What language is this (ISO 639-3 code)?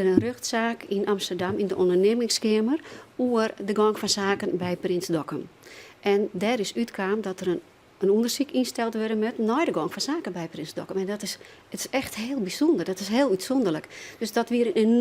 fry